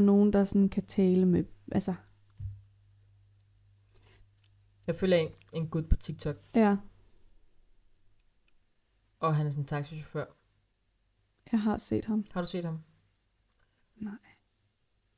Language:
Danish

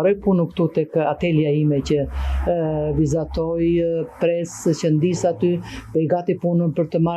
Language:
Albanian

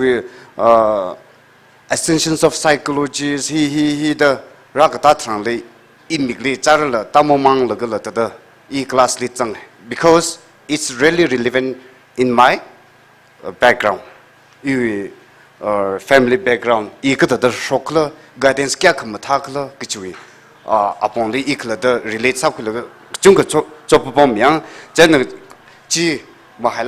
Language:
Tangkhul Naga (India)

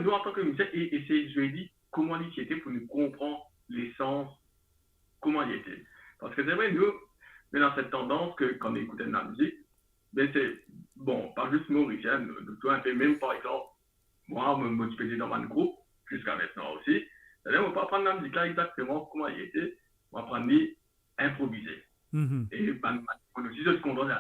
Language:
Morisyen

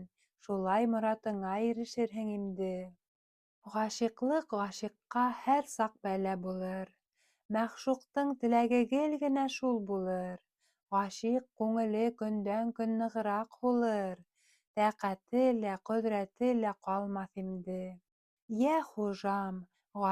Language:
Bashkir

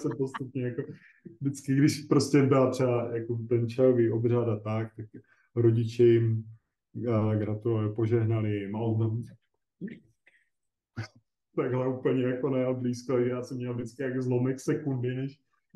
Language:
Czech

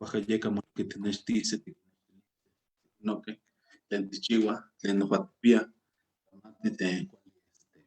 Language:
Eastern Huasteca Nahuatl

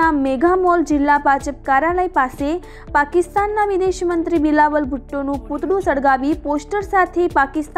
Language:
Gujarati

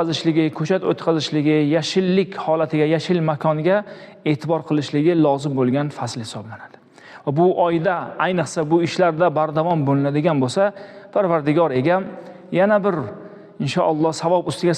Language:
Uzbek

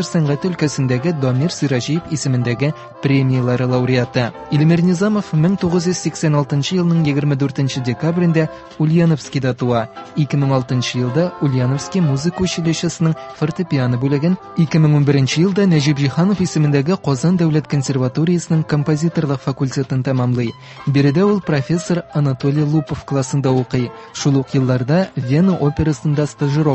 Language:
Tatar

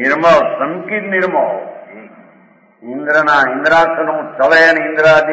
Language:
Gujarati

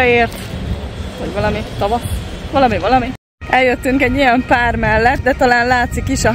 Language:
Hungarian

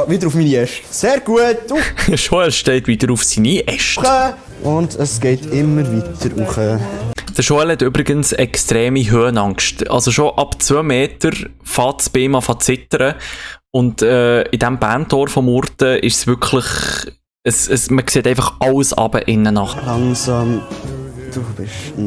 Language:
Swiss German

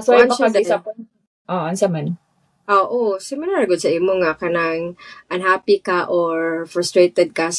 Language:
Cebuano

